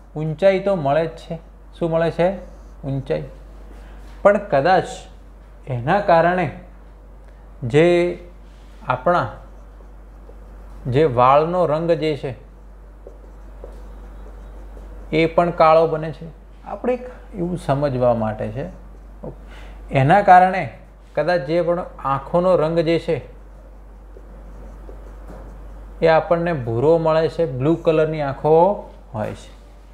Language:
Gujarati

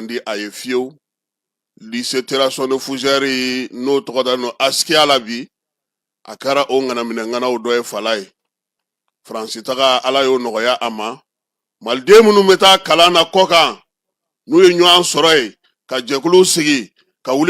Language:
Bambara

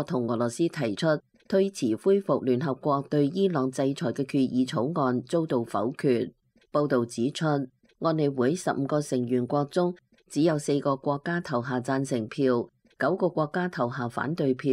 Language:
Cantonese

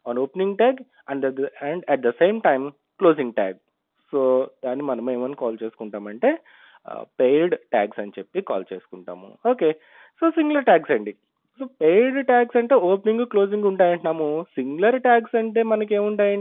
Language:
Telugu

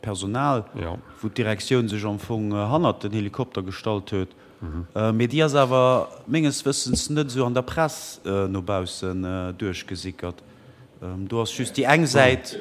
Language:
Luxembourgish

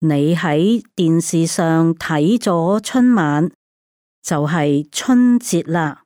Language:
Cantonese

